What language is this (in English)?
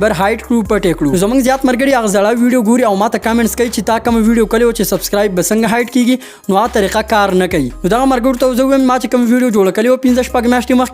Pashto